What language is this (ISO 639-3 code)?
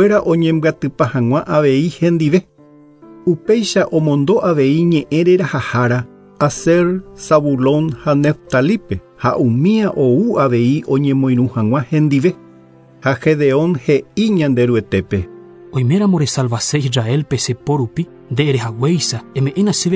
grn